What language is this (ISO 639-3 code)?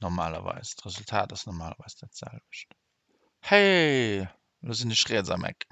ltz